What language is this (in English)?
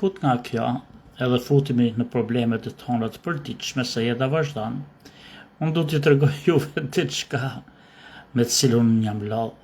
Albanian